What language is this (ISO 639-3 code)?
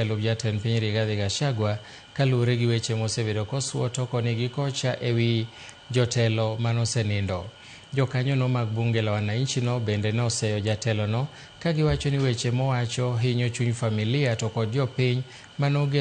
luo